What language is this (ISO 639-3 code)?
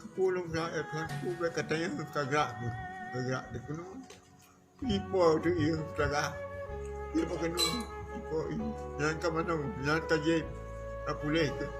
ace